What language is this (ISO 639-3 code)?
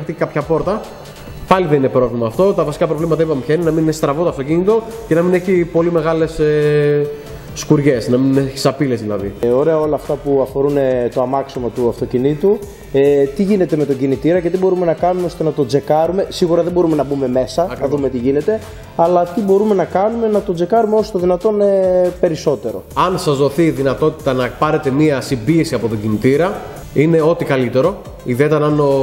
ell